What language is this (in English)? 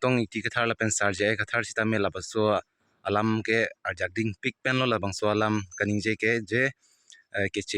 Karbi